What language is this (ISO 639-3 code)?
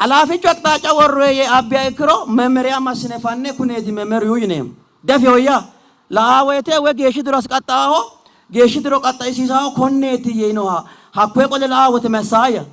sid